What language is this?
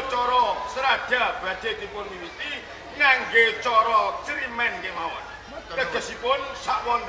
Javanese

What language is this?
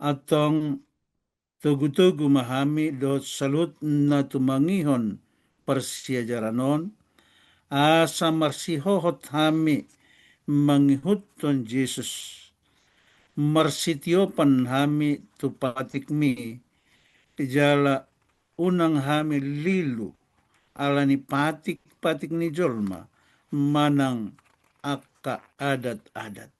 Batak Toba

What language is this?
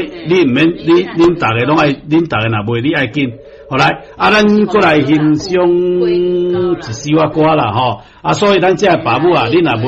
Min Nan Chinese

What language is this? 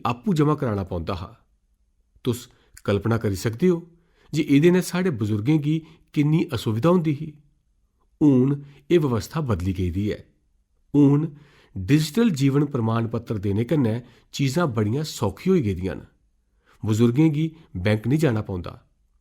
Dogri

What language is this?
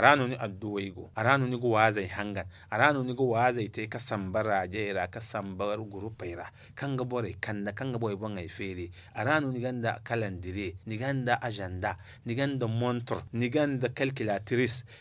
Zarma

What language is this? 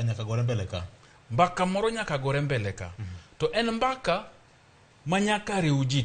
Luo (Kenya and Tanzania)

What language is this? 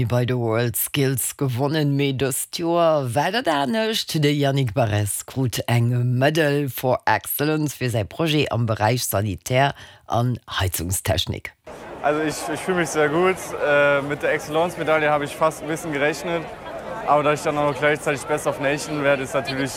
Luxembourgish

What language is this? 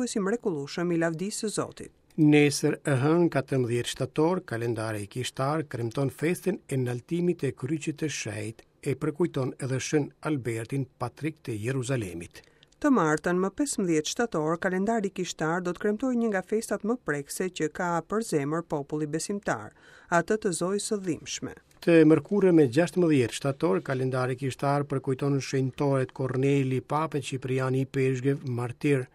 Albanian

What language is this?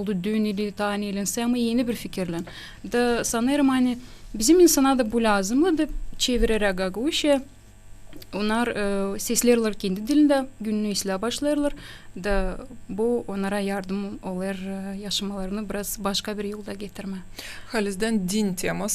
Gagauz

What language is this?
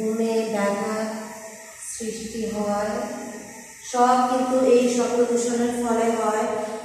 Bangla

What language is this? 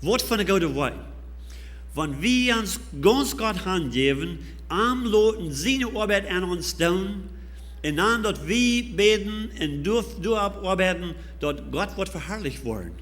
Plautdietsch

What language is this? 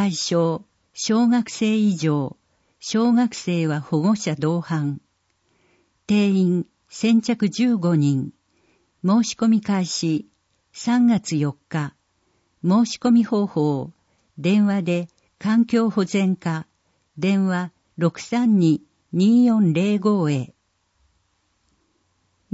Japanese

